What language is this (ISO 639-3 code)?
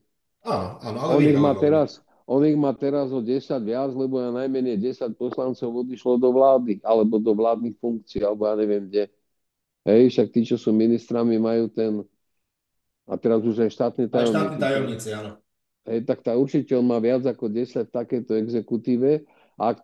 slk